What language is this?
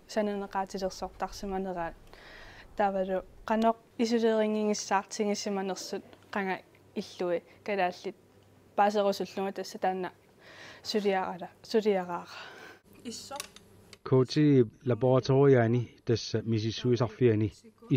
Kalaallisut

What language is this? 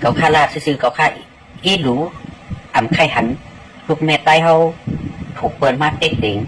Shan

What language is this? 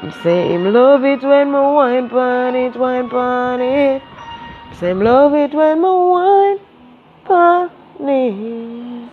Jamaican Creole English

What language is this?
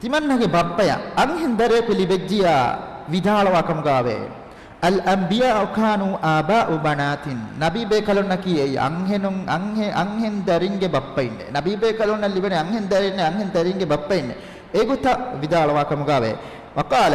Divehi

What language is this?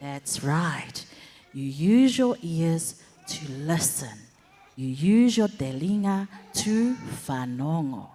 Tongan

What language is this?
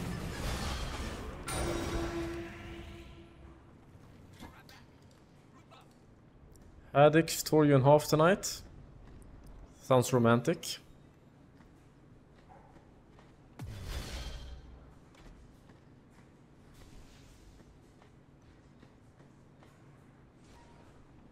English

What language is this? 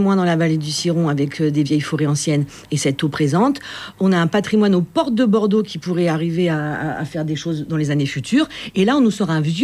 French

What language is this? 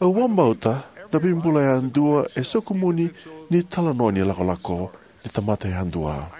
Fijian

